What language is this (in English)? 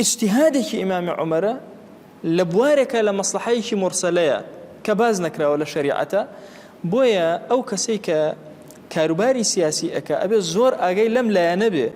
Central Kurdish